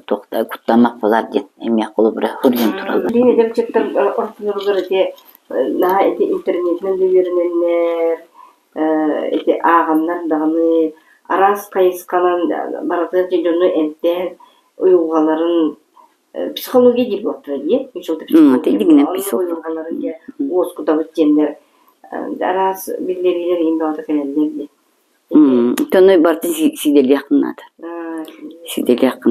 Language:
Yakut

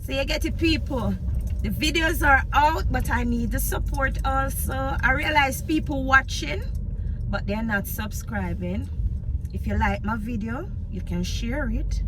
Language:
Jamaican Creole English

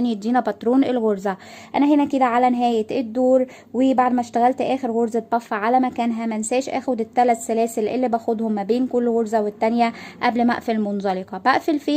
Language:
Egyptian Arabic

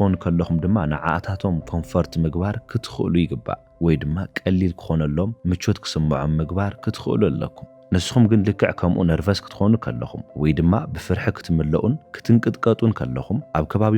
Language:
Tigrinya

